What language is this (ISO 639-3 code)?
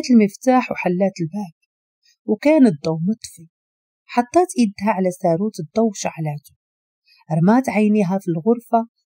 ary